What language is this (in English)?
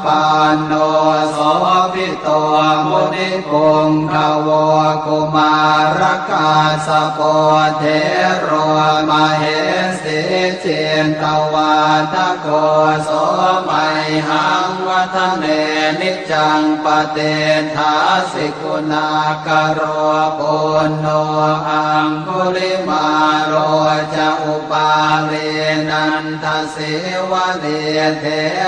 Pali